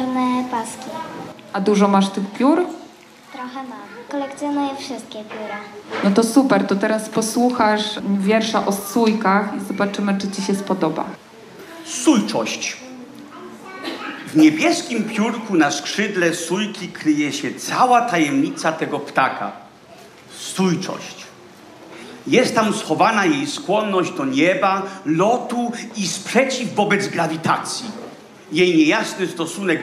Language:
Polish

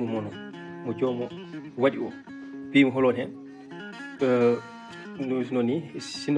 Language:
Fula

